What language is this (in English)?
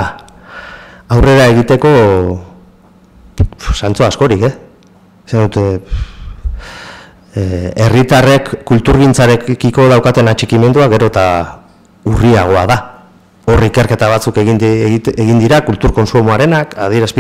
Basque